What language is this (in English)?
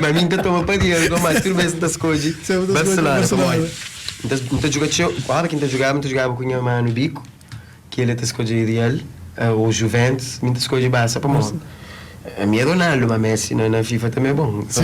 Kabuverdianu